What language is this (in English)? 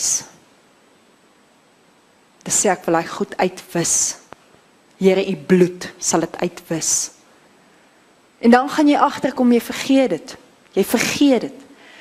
Afrikaans